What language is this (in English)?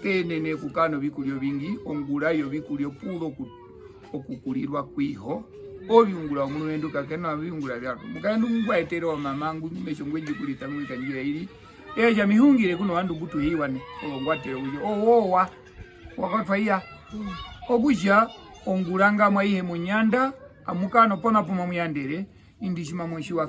Herero